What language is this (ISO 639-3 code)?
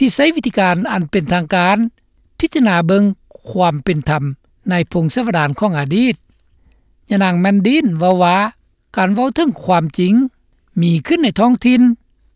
lao